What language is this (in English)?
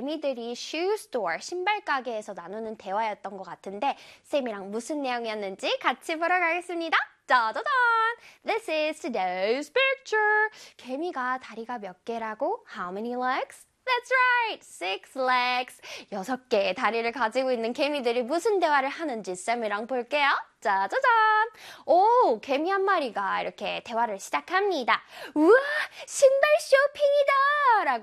Korean